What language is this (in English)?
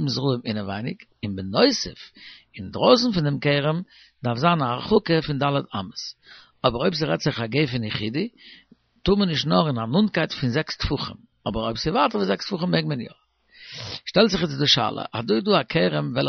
Yiddish